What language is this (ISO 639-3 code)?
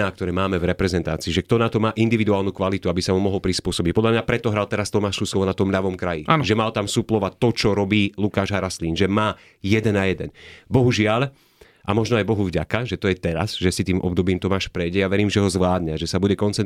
slk